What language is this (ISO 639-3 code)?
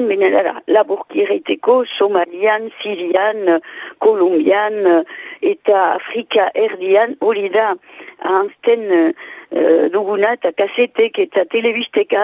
eus